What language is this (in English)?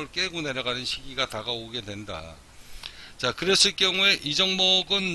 Korean